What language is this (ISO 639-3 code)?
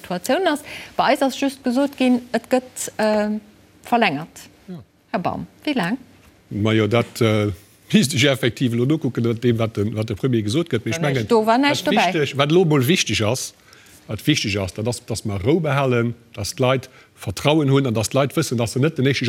ltz